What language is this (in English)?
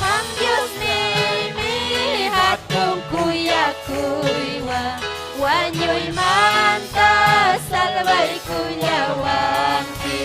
Ayacucho Quechua